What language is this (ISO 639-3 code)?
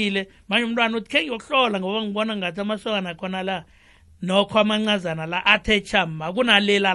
nbl